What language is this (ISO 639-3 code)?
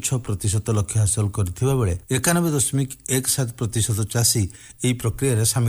ori